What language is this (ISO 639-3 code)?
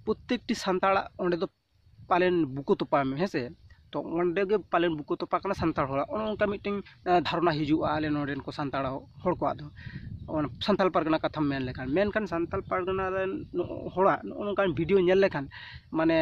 sat